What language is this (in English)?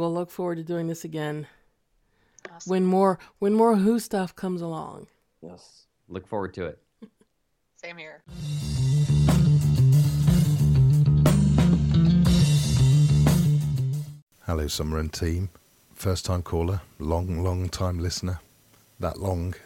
English